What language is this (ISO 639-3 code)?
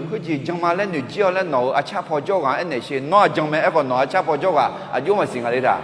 ahk